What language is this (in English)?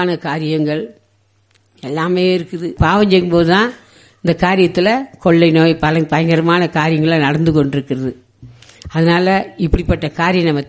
Tamil